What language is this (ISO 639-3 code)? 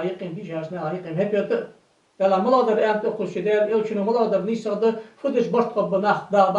inh